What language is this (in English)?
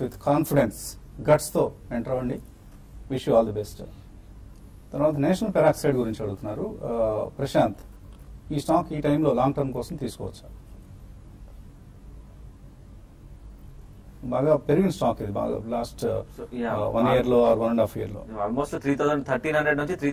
Telugu